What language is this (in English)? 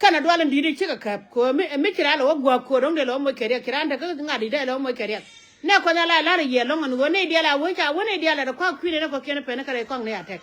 Nuer